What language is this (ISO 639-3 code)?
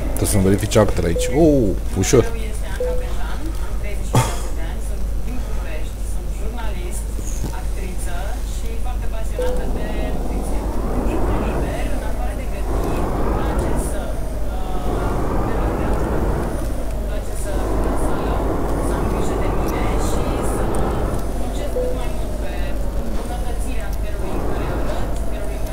ron